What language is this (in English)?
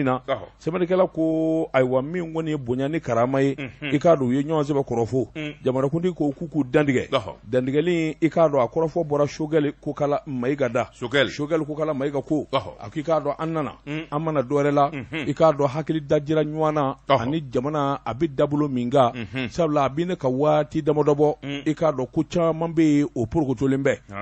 Bambara